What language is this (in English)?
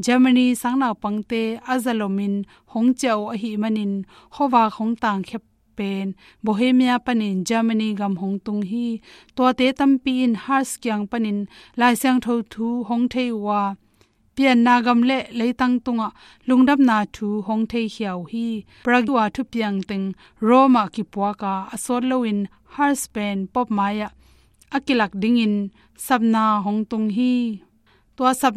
Tedim Chin